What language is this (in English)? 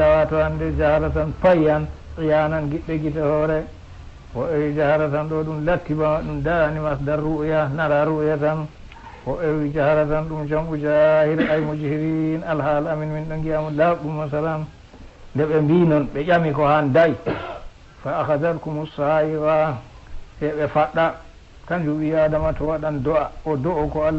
Fula